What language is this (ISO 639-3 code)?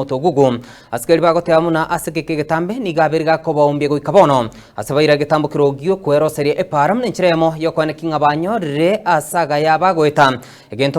guz